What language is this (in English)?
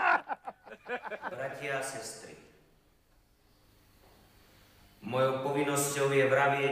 Slovak